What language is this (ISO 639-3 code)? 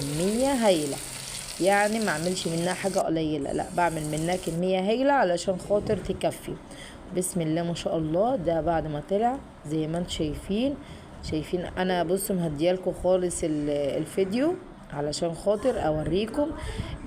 arz